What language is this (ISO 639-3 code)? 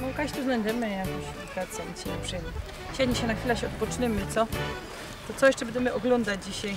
szl